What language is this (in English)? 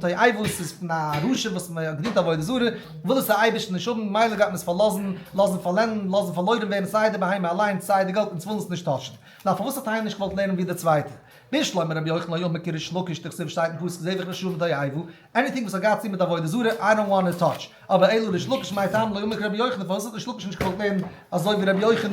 Yiddish